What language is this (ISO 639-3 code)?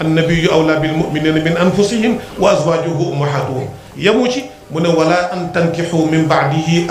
wol